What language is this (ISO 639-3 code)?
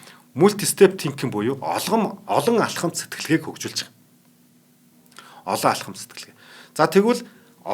mon